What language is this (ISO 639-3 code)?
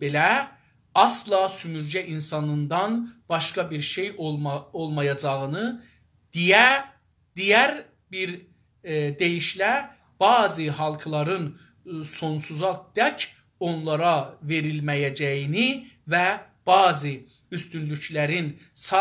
azb